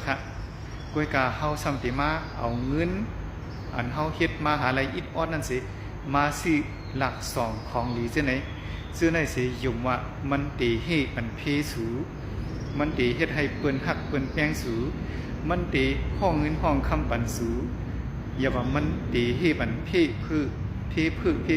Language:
Shan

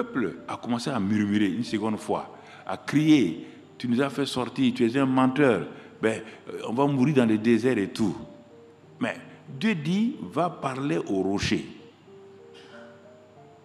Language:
French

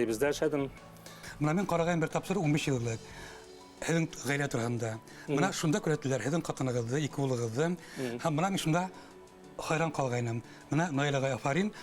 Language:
Bashkir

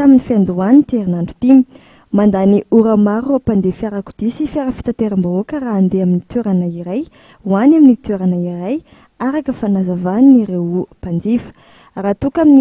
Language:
Malagasy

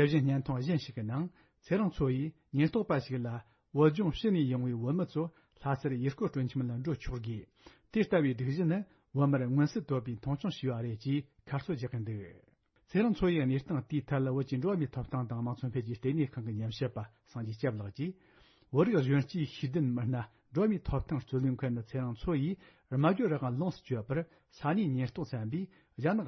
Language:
Tibetan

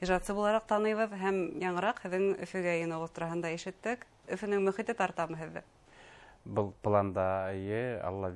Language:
Bashkir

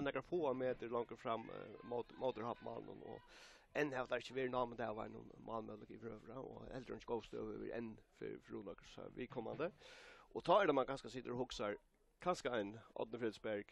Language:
Faroese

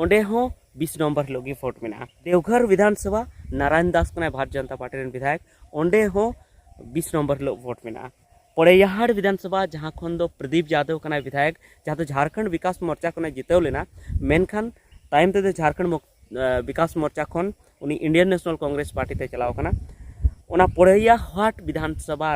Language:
Santali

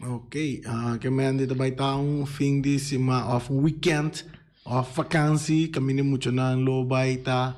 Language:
Papiamento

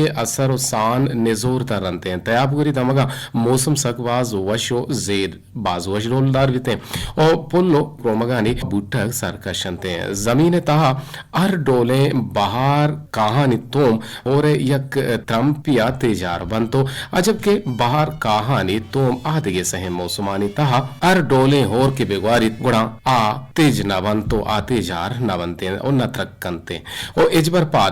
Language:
Eastern Balochi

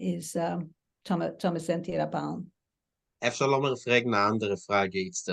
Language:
Yiddish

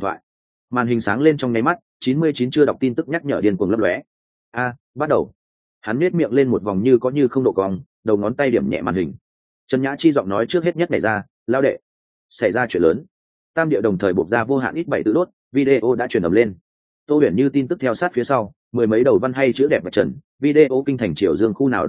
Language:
Vietnamese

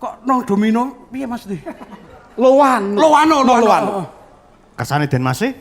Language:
Javanese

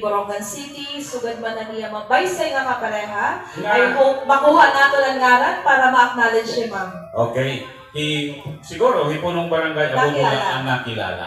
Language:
Waray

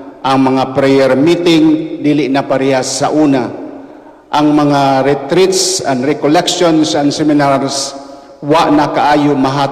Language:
Cebuano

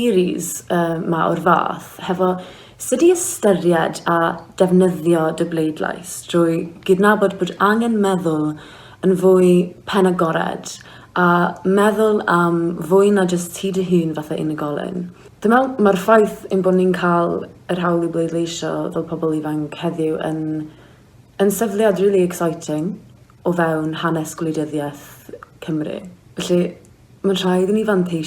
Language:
Welsh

